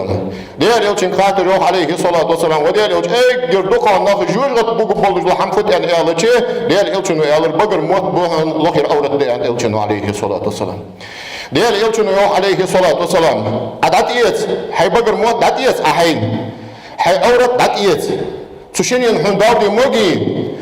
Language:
Ingush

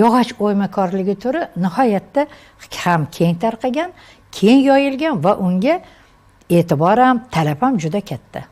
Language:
Uzbek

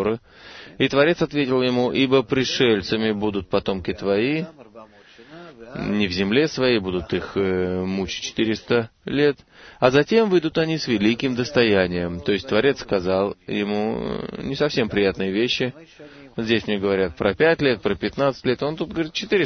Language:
Russian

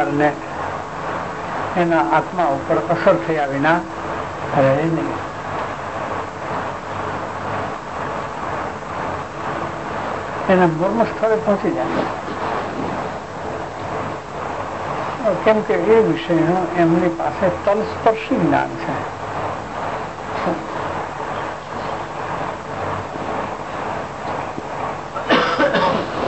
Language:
Gujarati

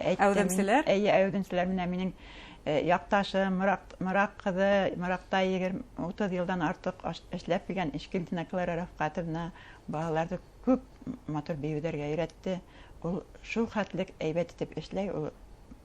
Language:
Bashkir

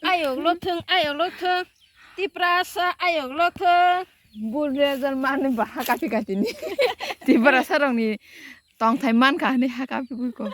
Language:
Kok Borok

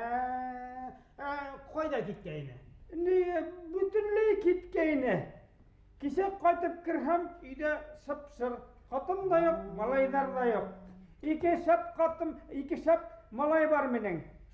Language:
Bashkir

